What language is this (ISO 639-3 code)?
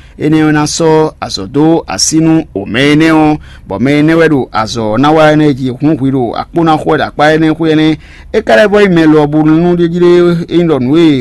fon